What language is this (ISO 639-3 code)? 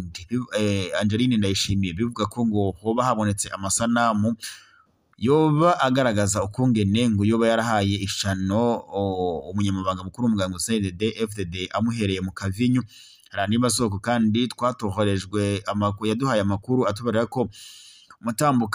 run